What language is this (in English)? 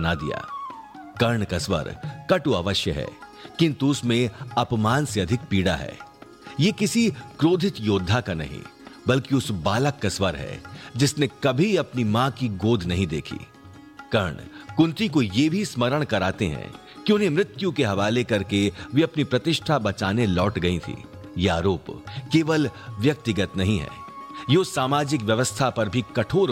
Hindi